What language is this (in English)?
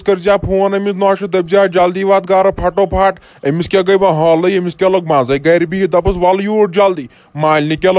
Kashmiri